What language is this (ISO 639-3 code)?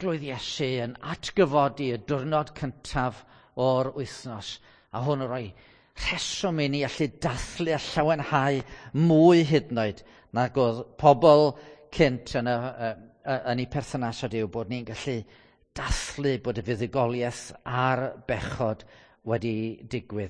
cym